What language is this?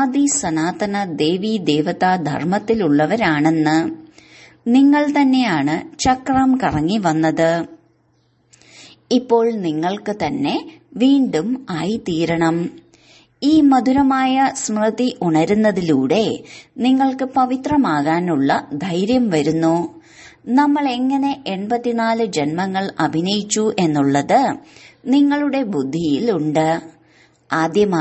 Malayalam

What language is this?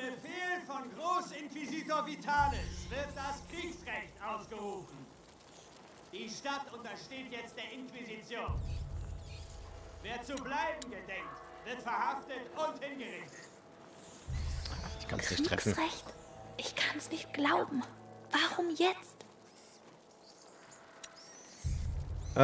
German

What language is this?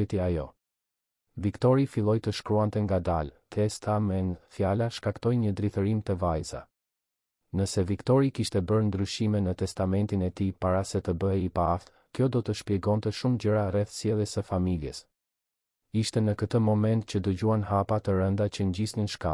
Albanian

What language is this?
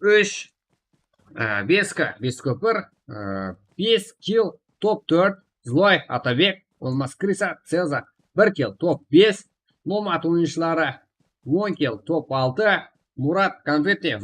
Kara-Kalpak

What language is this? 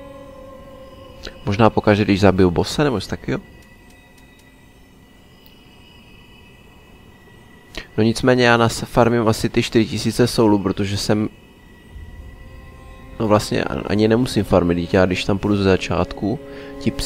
Czech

